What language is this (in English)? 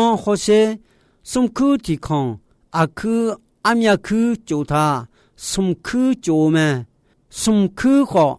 Akha